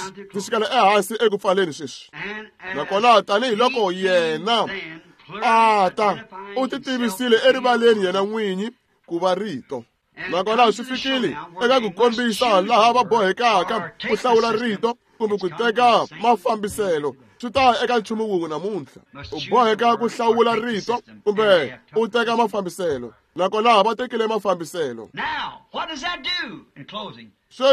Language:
Tsonga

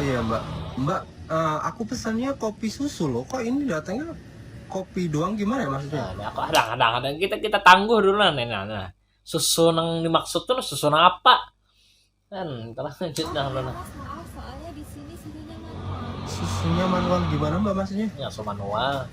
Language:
Banjar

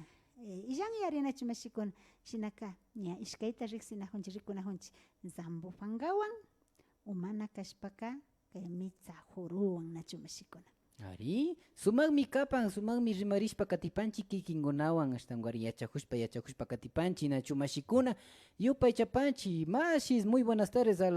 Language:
Imbabura Highland Quichua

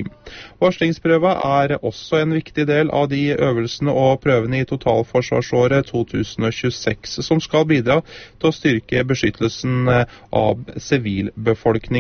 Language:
Norwegian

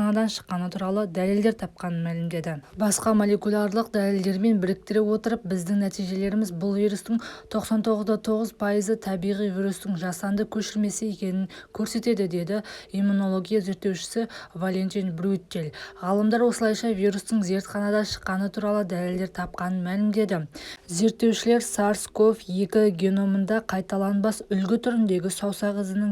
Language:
Kazakh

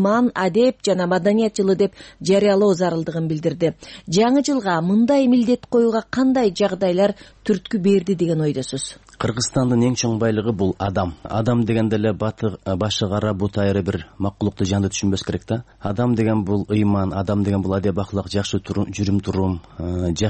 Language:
Kyrgyz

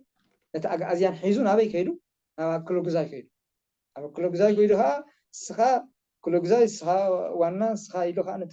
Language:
Tigrinya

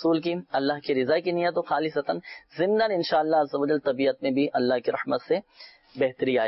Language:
Urdu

